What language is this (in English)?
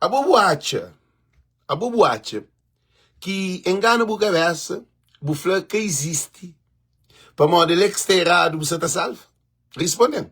Kabuverdianu